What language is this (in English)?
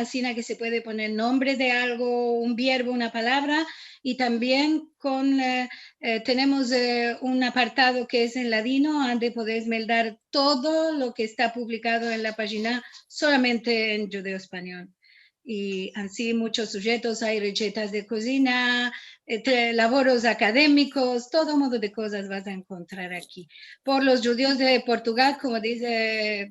Ladino